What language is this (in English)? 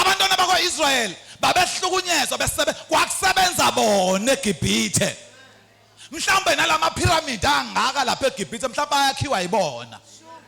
Zulu